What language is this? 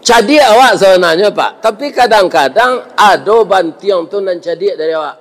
Minangkabau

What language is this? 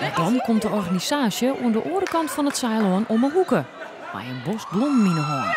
Western Frisian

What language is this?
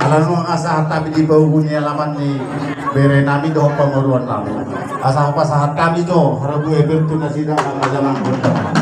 Batak Toba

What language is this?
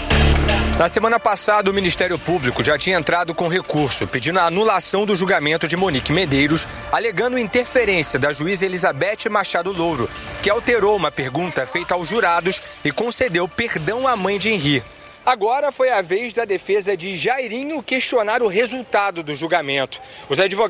Portuguese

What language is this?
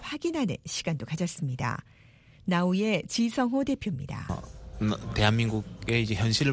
Korean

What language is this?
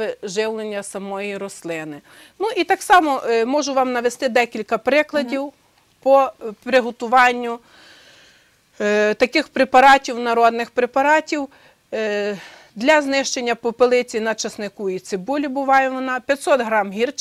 Ukrainian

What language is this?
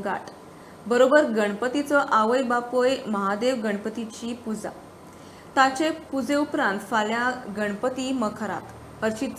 Konkani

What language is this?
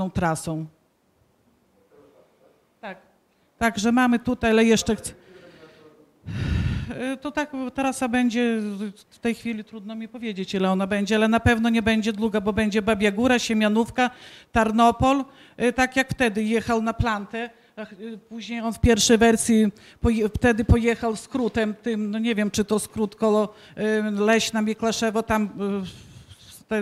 Polish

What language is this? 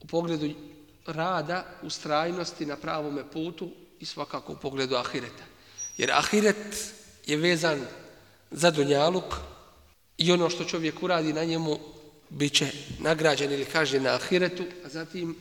Bosnian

